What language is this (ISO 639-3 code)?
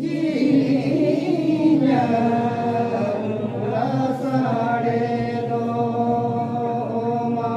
sat